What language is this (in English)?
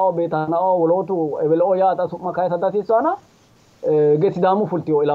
Sidamo